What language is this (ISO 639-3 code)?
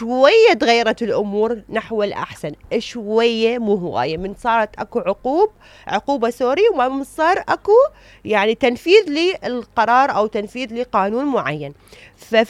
acm